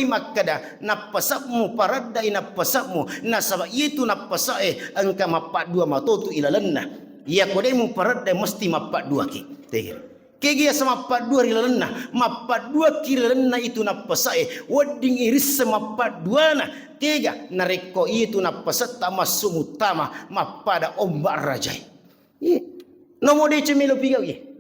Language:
Buginese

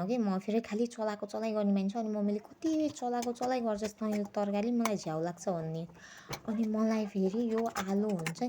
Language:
Nepali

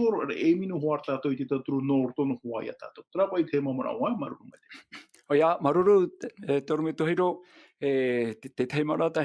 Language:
Tahitian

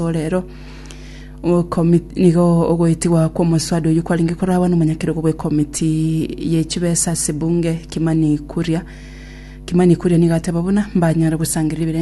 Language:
Gusii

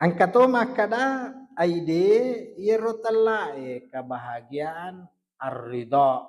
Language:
Buginese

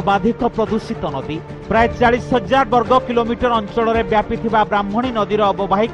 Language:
Odia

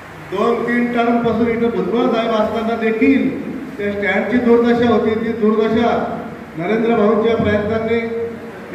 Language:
Marathi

